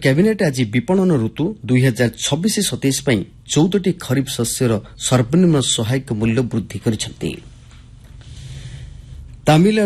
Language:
Odia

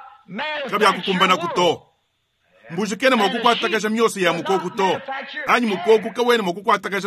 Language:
Luba-Lulua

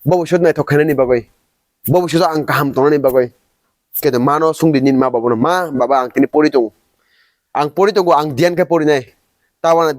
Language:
Kok Borok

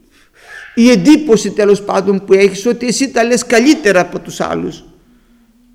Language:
Greek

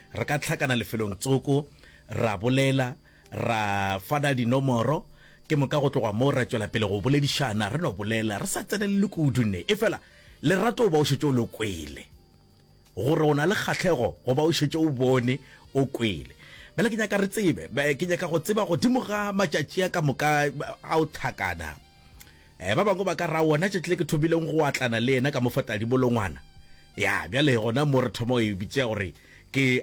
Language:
Northern Sotho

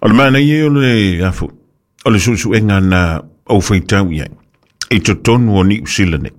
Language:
Samoan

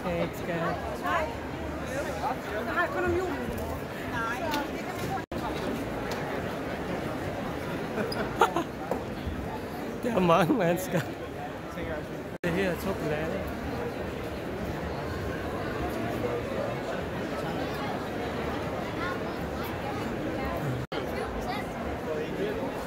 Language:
Danish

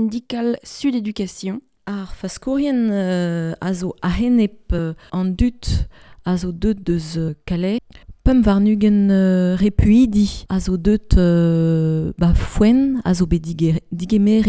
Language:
Breton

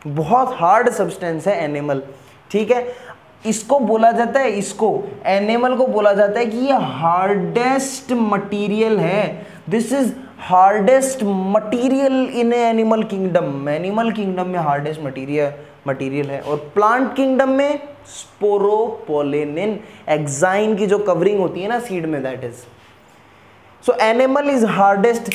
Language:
Hindi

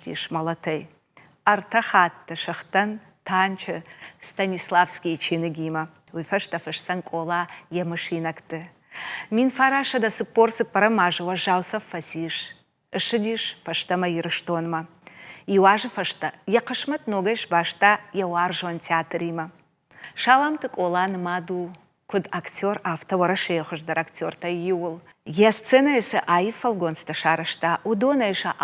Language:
Ossetic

